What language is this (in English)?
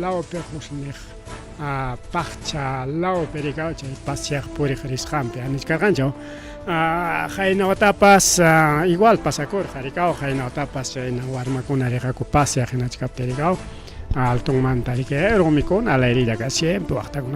Ayacucho Quechua